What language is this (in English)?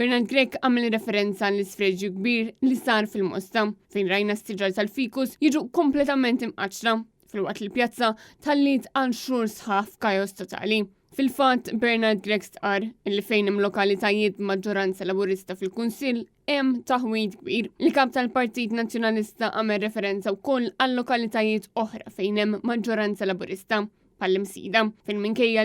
Maltese